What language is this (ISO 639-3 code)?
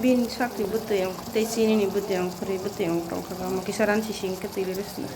trp